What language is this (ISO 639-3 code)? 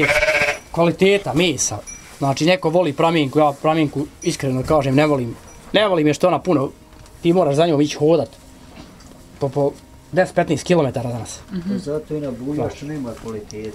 bos